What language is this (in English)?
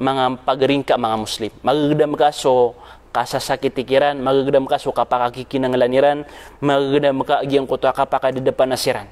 Maranao